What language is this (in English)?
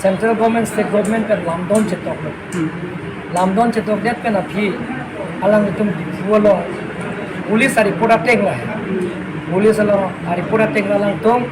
Karbi